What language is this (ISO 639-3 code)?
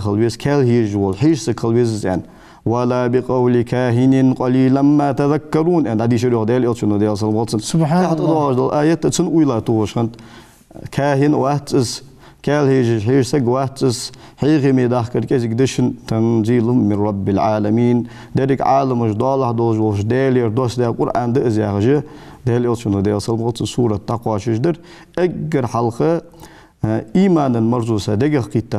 inh